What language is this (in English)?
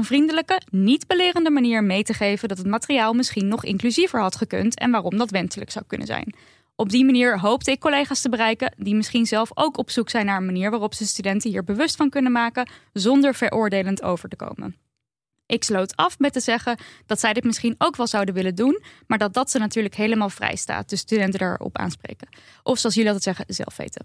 Dutch